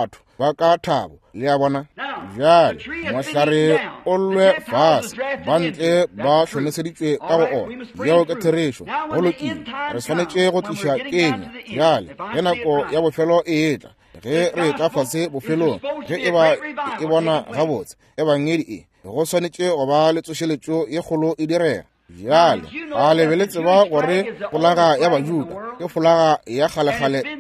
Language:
Northern Sotho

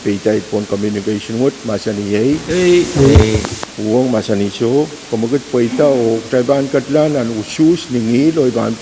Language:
Pohnpeian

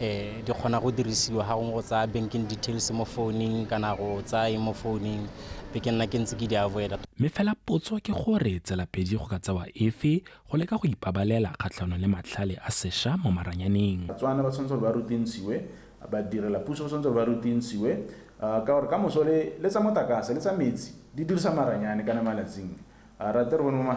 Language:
Tswana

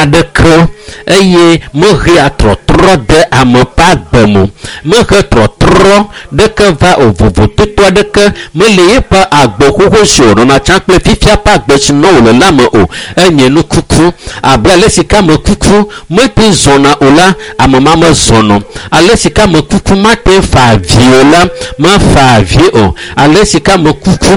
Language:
Ewe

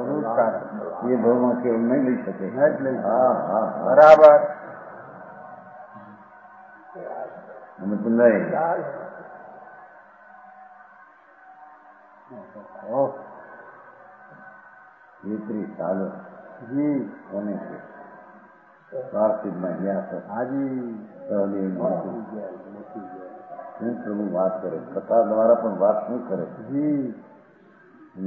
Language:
Gujarati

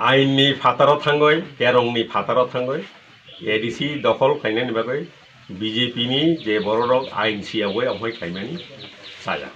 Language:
Kok Borok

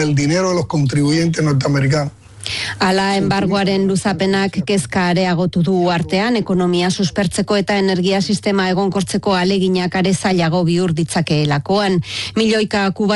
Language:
Basque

